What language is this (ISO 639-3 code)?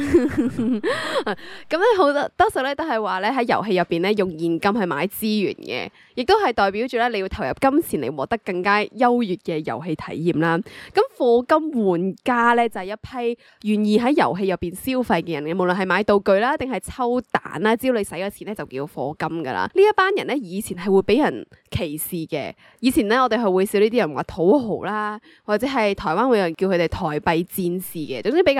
yue